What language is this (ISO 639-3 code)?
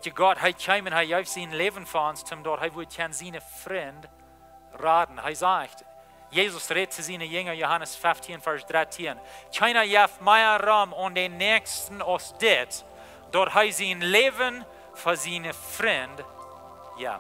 pdt